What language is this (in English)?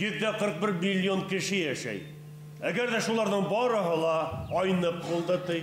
Bashkir